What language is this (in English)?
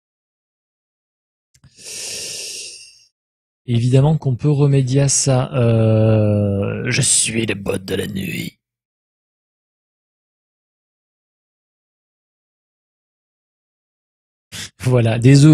French